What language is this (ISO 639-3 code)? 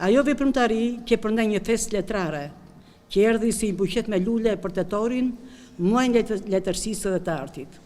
sqi